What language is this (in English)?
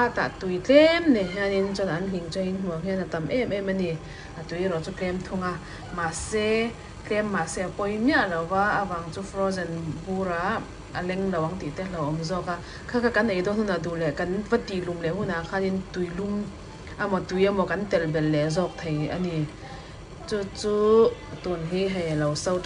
Mizo